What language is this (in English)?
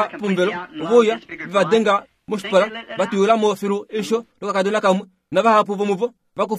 Kuanyama